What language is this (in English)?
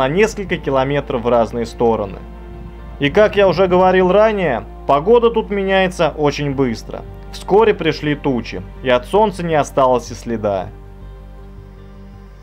Russian